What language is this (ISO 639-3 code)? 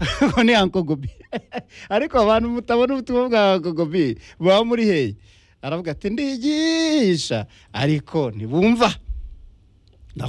kin